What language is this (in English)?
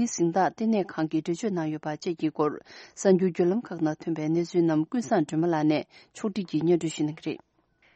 Tibetan